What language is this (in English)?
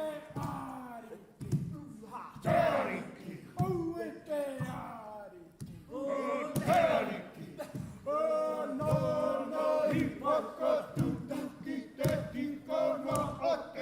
Māori